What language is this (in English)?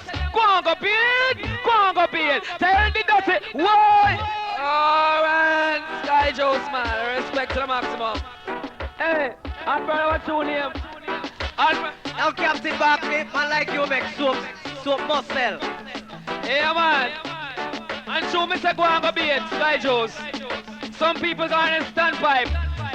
Jamaican Creole English